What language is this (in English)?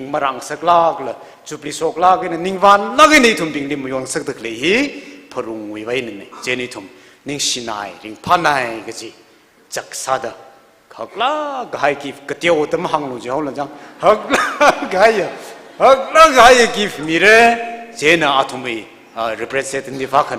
Tangkhul Naga (India)